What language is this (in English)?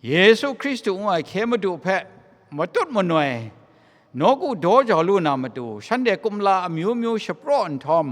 Kachin